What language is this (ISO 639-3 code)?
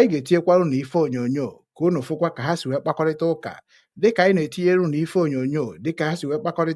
ibo